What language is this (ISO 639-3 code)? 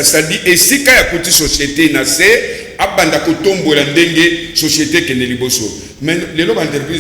lin